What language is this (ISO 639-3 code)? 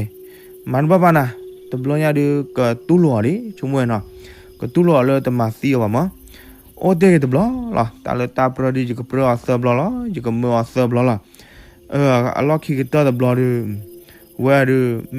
ksw